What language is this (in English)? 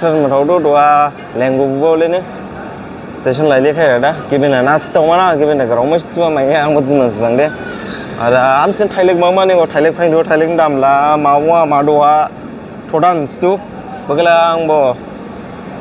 Dimasa